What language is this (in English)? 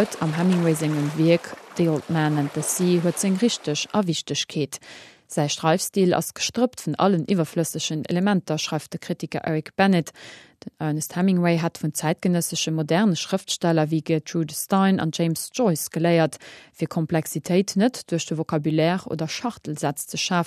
Luxembourgish